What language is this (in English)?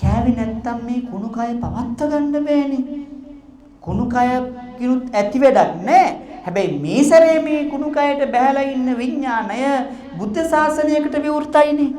Sinhala